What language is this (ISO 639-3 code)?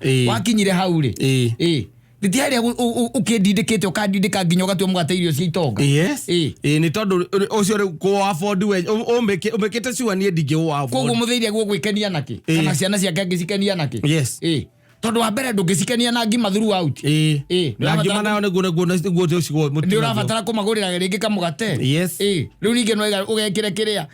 kik